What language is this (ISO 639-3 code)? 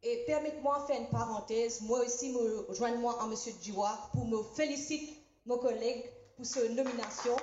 mfe